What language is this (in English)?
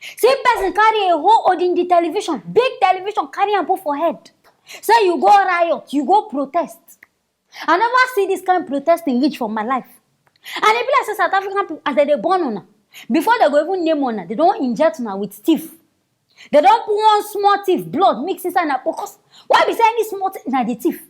Nigerian Pidgin